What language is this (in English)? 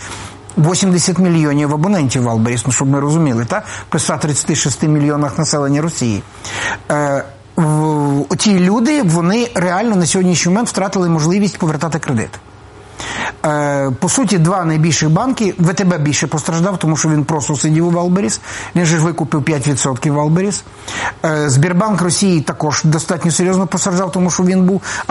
Ukrainian